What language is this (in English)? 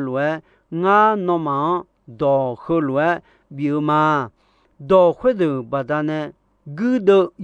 Akha